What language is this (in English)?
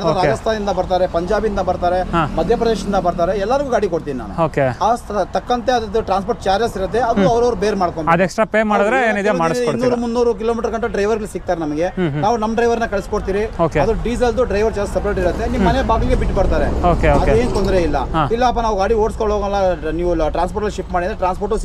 Kannada